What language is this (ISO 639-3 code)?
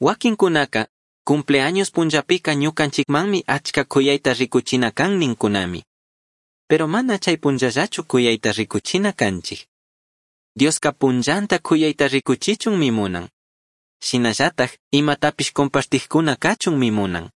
qug